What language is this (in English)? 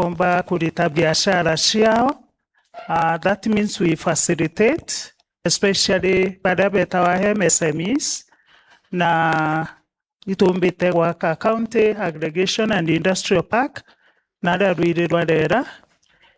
Meru